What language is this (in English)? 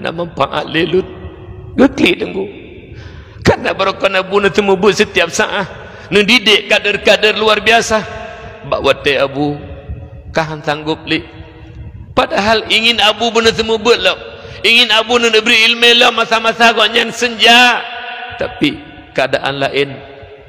Achinese